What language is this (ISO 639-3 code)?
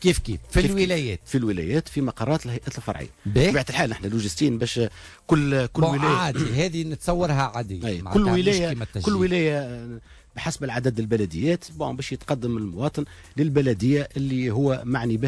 aeb